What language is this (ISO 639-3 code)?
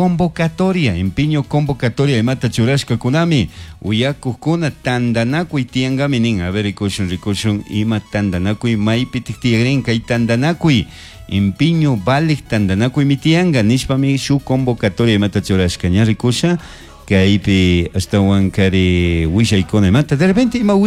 qug